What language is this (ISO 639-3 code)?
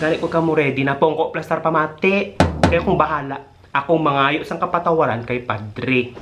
hil